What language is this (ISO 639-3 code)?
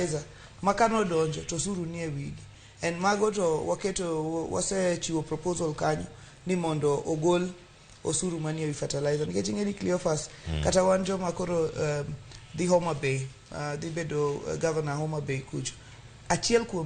luo